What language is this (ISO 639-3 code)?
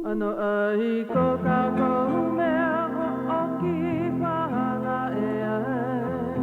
haw